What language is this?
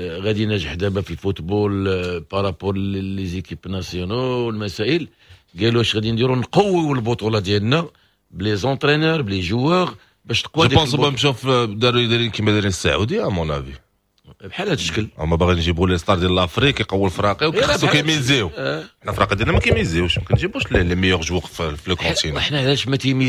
Moroccan Arabic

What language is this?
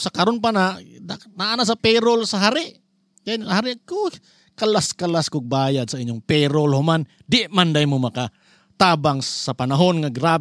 Cebuano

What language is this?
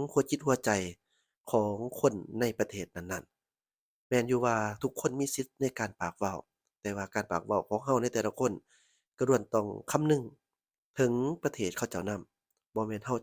Lao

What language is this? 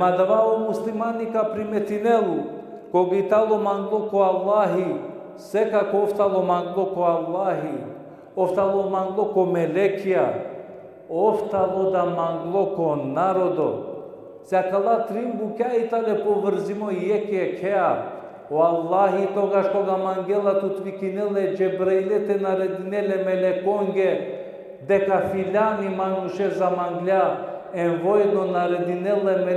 Balkan Romani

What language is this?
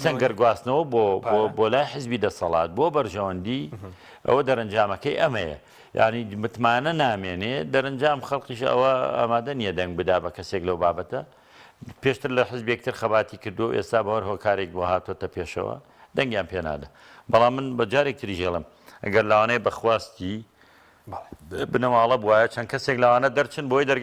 Central Kurdish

